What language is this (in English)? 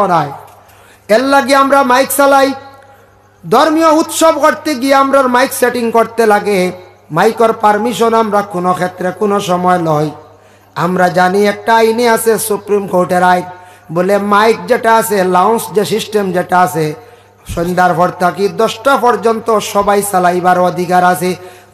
Sylheti